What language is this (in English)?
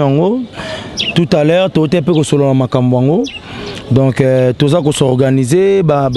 Lingala